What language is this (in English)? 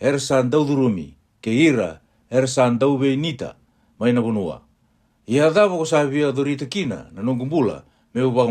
Fijian